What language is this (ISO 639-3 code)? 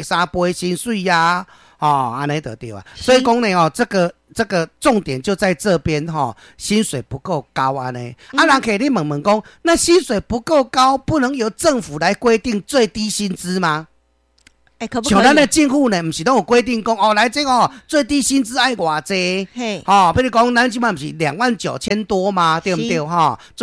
nan